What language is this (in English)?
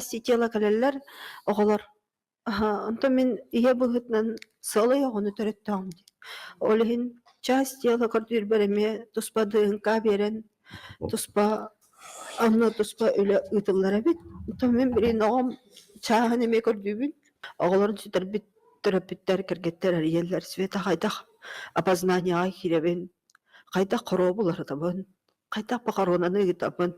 Yakut